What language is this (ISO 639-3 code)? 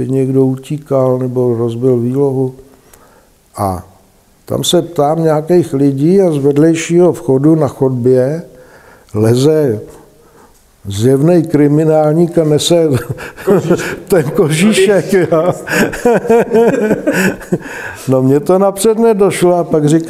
ces